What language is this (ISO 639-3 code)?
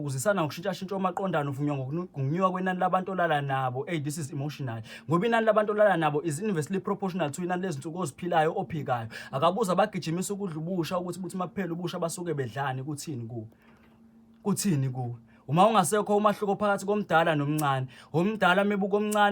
zul